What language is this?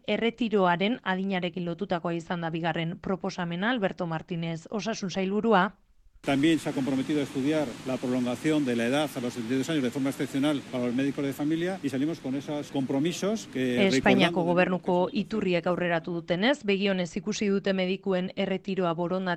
Basque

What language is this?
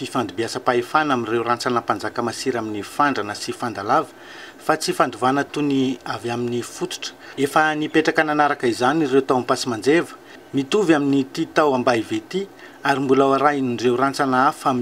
Malagasy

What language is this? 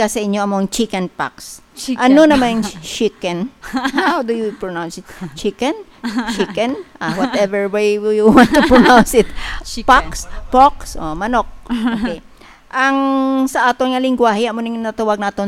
Hiligaynon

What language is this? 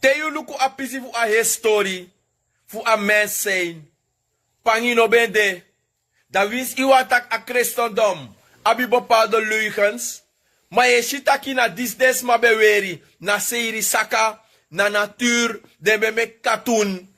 Sranan Tongo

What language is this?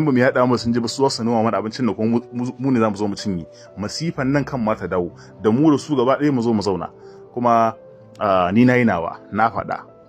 Hausa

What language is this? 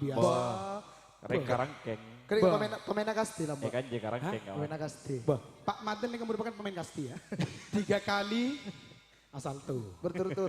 Madurese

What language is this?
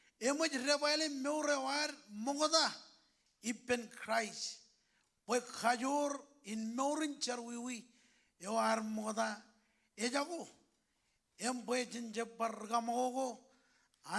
Marshallese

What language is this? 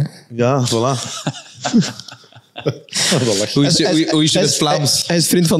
Dutch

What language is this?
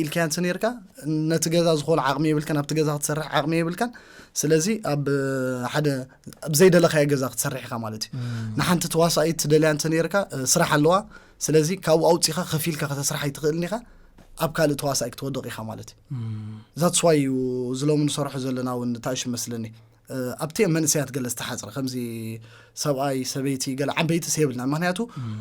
Tigrinya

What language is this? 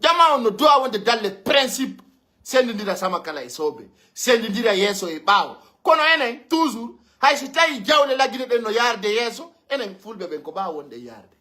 Pular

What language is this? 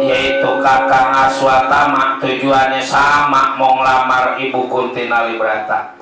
Betawi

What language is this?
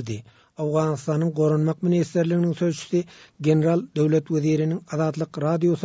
Turkmen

